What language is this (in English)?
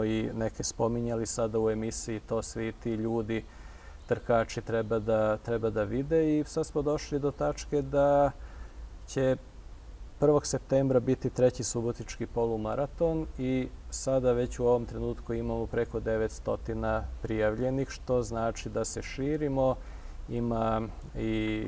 Serbian